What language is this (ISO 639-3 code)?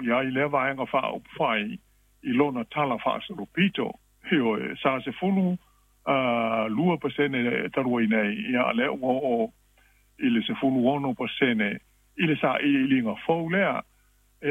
smo